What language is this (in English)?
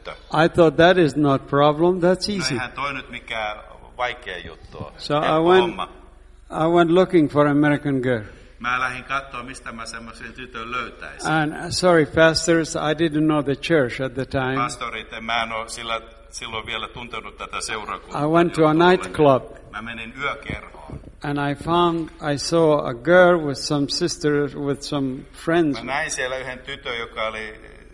Finnish